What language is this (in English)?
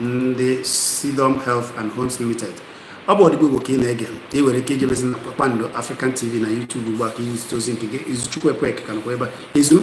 Igbo